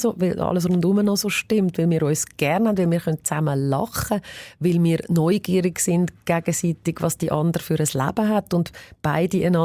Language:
Swiss German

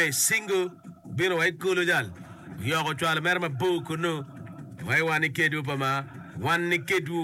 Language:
Acoli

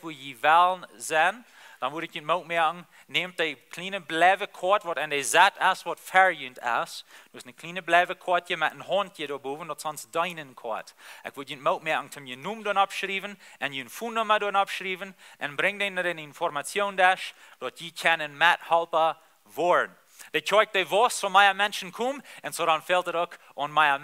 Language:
Plautdietsch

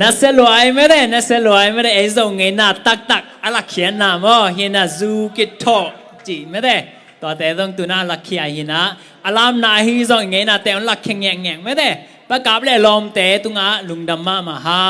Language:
Tedim Chin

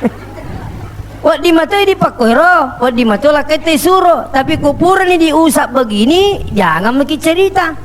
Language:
Buginese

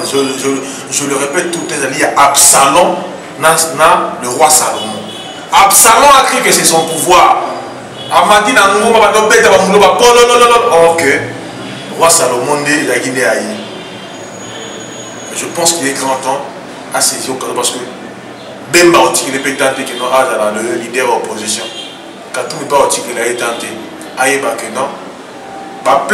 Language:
French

